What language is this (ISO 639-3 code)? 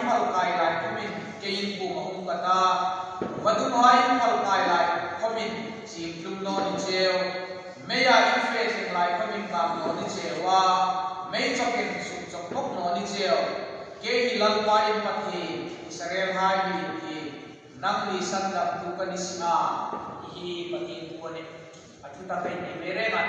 hmr